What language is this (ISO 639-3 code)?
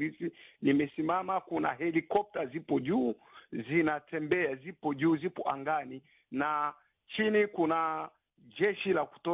swa